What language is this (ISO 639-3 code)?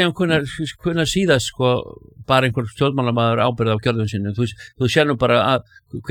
isl